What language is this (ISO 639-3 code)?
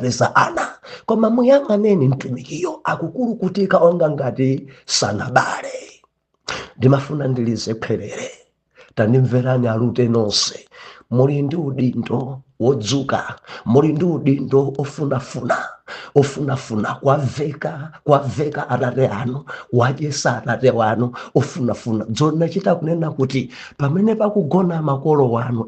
nya